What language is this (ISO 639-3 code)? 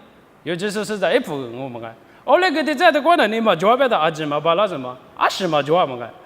lis